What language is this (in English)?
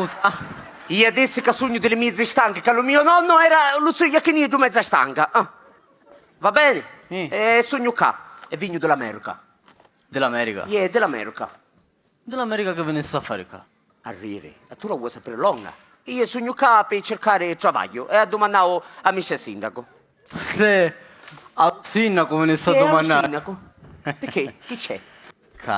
Sicilian